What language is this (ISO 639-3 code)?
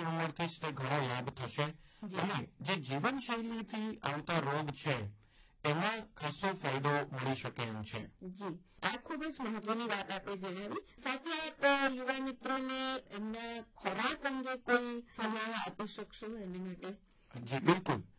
guj